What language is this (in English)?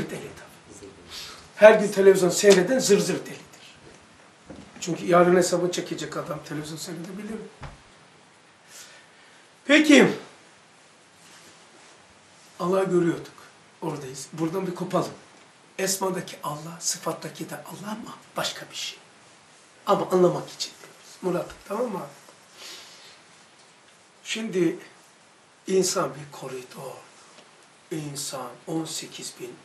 Turkish